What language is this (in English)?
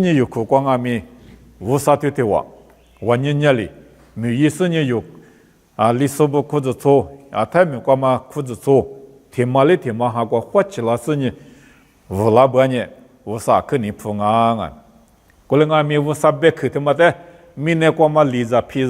Lisu